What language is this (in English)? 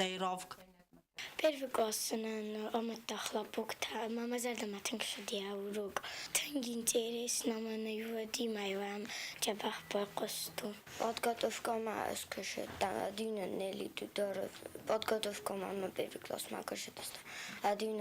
Ossetic